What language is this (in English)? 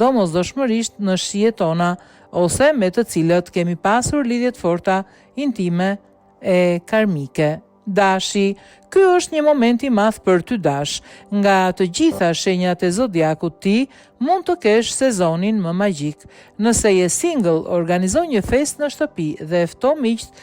Albanian